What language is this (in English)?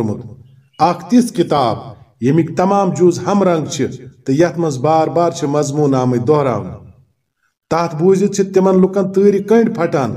Kashmiri